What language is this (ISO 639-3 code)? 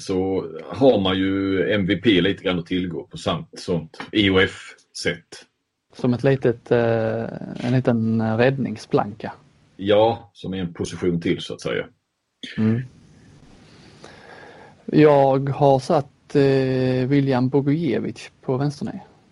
swe